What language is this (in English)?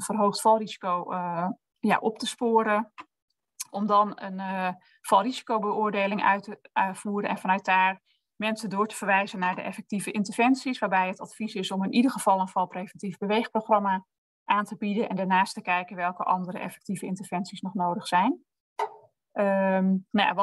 Dutch